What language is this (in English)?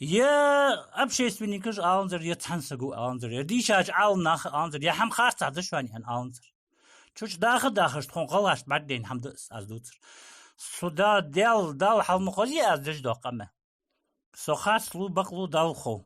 Ingush